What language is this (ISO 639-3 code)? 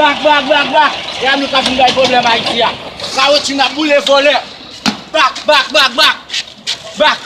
hat